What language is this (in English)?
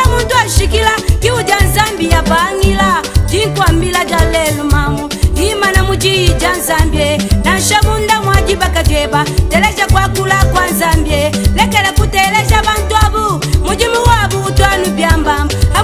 Luba-Lulua